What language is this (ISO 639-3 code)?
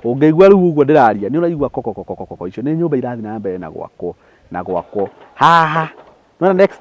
kik